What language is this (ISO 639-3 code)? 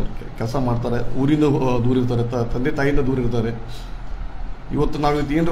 kan